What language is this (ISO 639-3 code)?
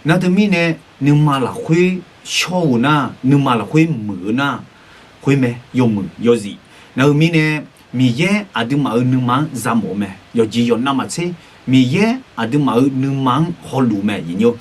ahk